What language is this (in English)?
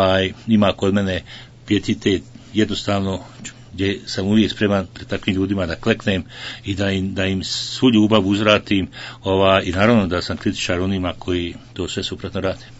Bosnian